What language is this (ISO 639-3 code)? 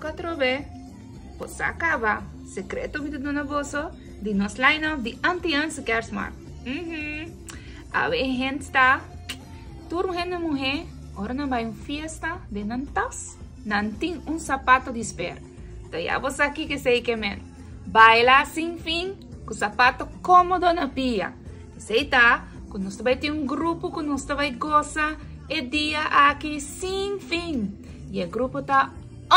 pap